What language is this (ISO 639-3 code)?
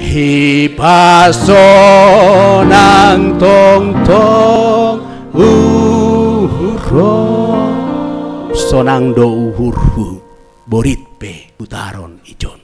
bts